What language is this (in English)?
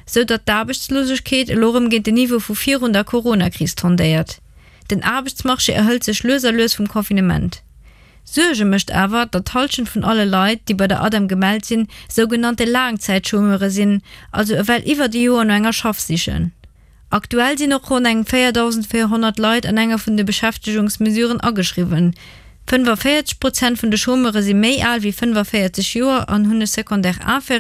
Luxembourgish